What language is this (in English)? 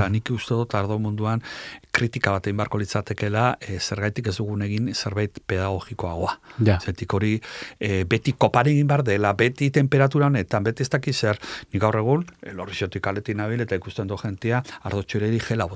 Basque